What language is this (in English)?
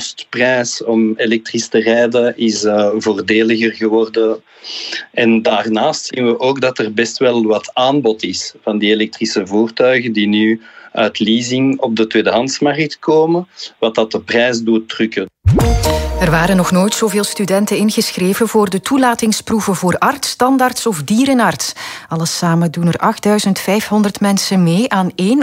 Dutch